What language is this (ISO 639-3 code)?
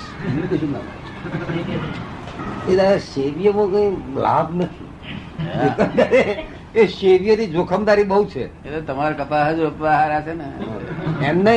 guj